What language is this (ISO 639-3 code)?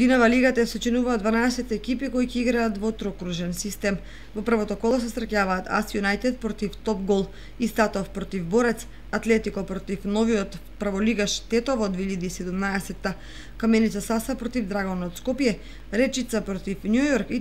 mkd